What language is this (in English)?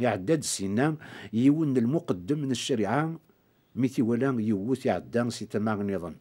Kabyle